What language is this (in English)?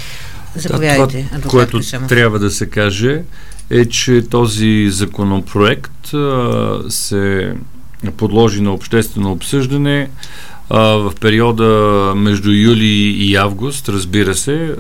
Bulgarian